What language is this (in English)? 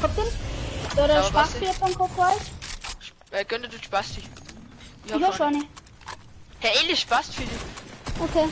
Bavarian